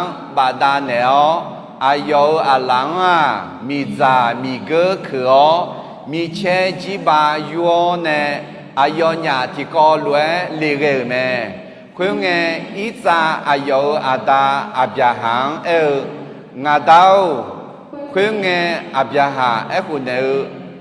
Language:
Akha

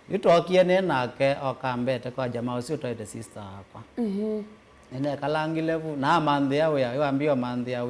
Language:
Kamba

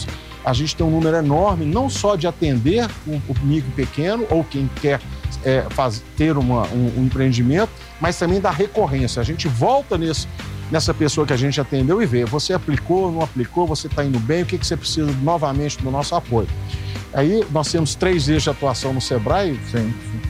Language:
Portuguese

